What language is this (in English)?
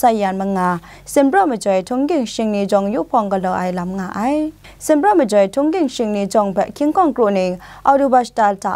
Kachin